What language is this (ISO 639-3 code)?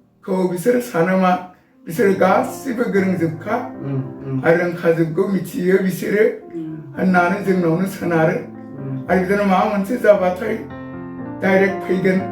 brx